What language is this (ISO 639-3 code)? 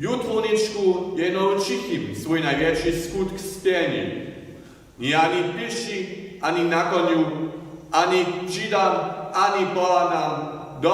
hsb